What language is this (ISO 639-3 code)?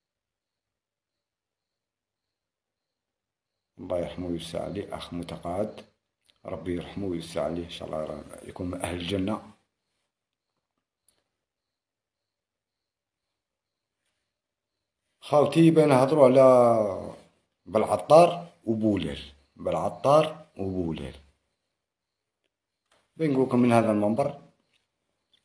arq